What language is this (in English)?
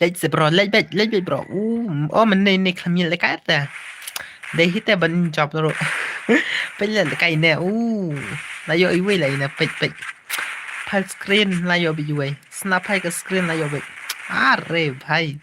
Khasi